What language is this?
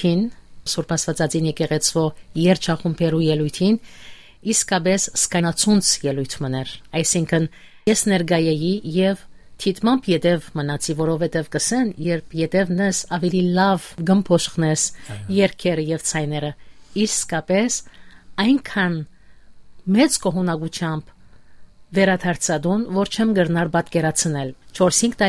Western Armenian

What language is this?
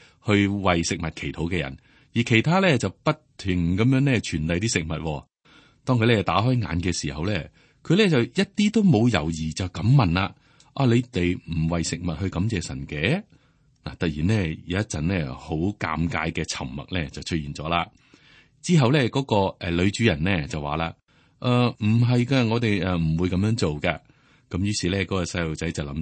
Cantonese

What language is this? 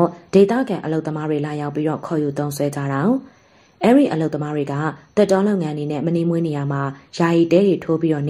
Burmese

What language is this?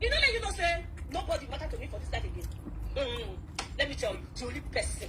Nigerian Pidgin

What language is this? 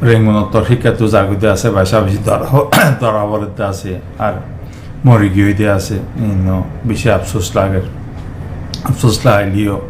Rohingya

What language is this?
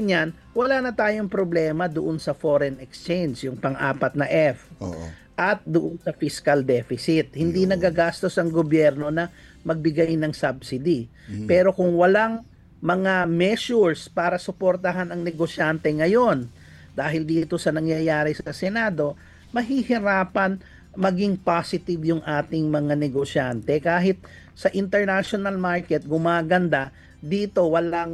Filipino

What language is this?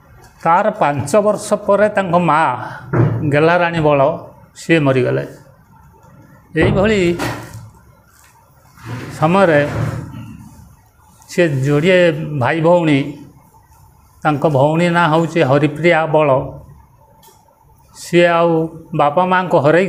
Odia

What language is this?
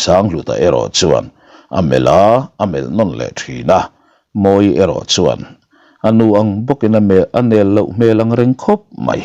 Mizo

